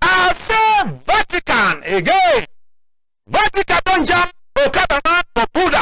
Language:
Cameroon Pidgin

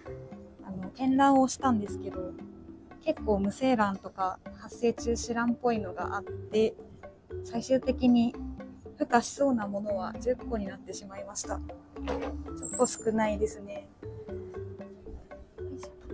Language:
Japanese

